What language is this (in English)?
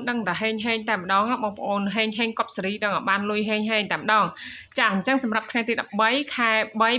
Khmer